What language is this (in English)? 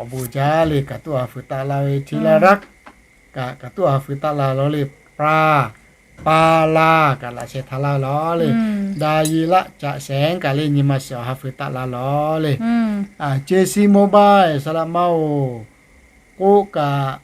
Lahu